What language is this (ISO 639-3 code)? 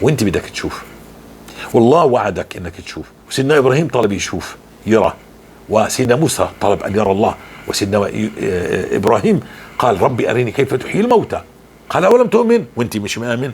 apc